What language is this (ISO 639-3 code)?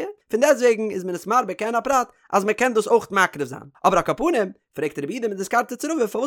yid